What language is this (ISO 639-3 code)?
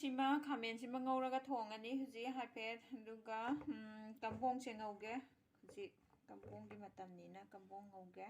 mni